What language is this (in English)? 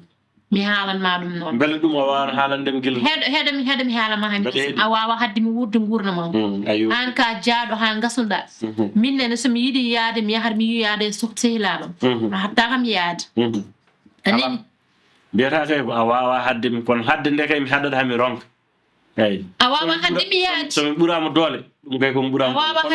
Fula